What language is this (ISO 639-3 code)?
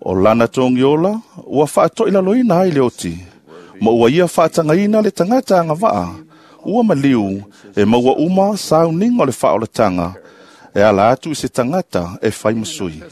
smo